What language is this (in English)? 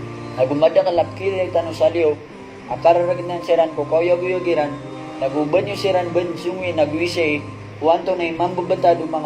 Maranao